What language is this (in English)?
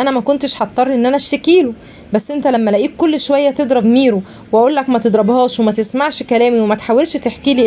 Egyptian Arabic